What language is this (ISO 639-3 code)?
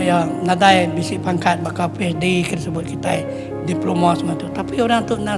iba